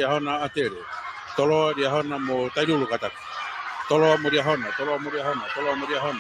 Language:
Tongan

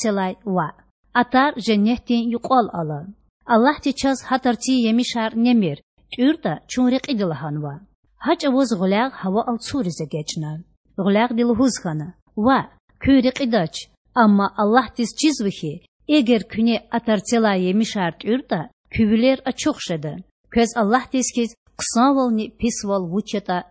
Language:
Lezghian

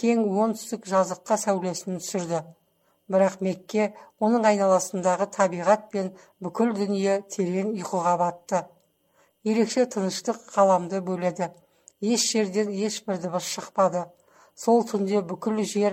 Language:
Kazakh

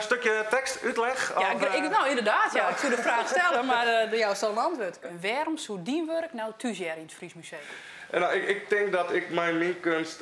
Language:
Western Frisian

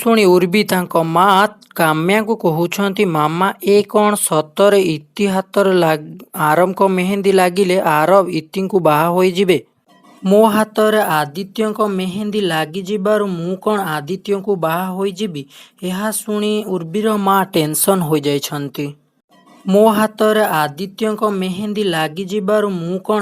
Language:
Odia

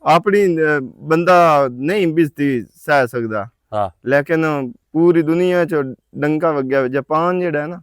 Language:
Western Panjabi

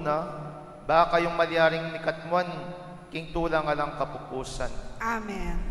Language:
Pampanga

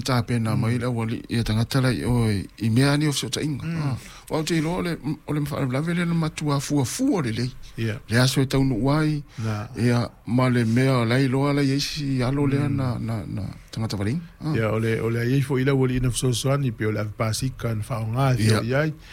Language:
Samoan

